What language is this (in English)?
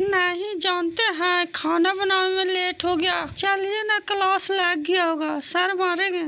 Magahi